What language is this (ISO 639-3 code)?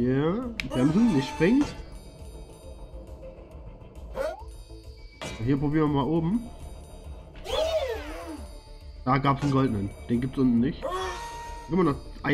deu